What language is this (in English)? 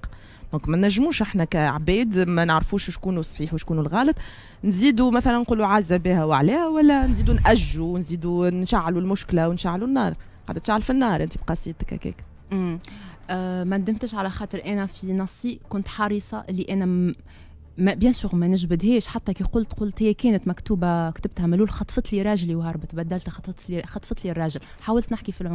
Tunisian Arabic